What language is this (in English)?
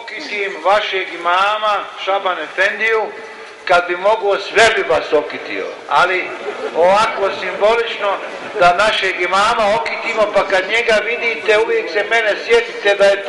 Bosnian